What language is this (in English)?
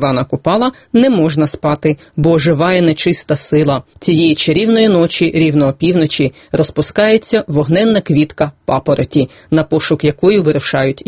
Ukrainian